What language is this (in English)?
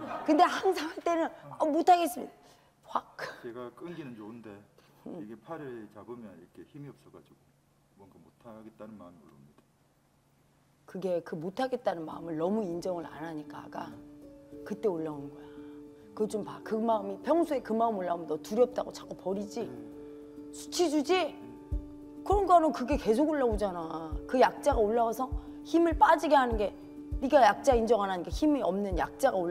Korean